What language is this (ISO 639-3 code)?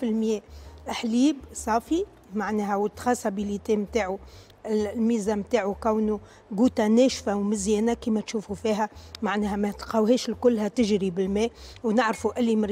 aeb